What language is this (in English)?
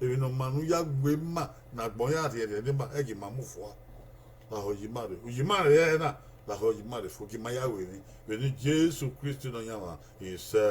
Bini